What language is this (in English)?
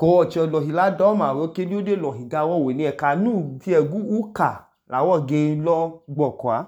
Idoma